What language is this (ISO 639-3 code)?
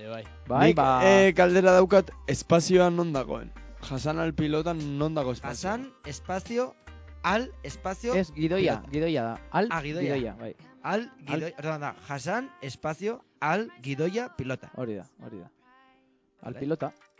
eus